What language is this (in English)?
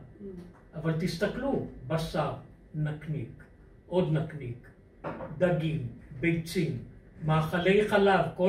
Hebrew